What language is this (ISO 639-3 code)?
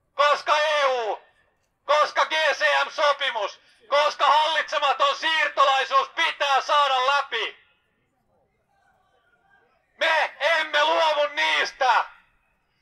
fin